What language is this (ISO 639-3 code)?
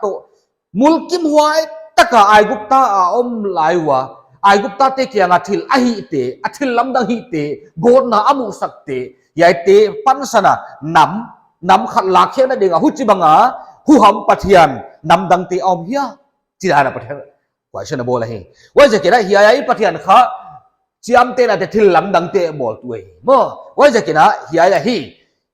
pck